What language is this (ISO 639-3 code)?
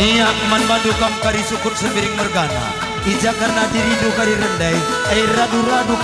btx